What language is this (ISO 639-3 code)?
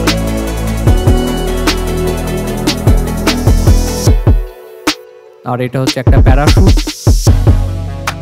ben